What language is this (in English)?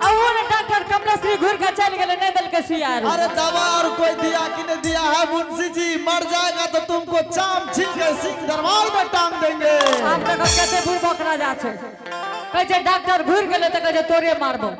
Angika